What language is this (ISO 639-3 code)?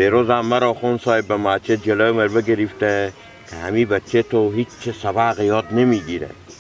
fas